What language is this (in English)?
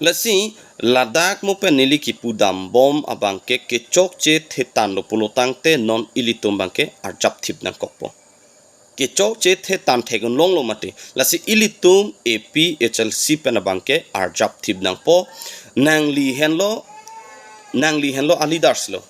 Karbi